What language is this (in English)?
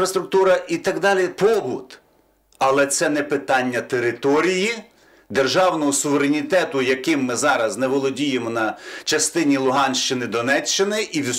Ukrainian